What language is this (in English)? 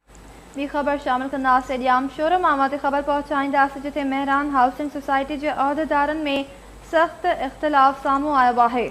Sindhi